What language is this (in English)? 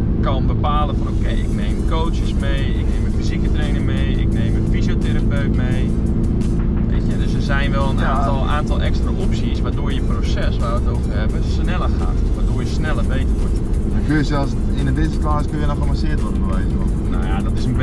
Dutch